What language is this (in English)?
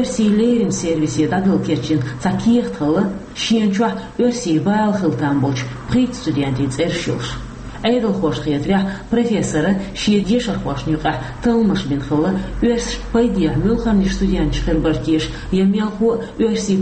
Chechen